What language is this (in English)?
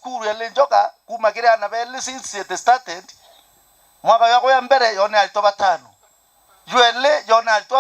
Meru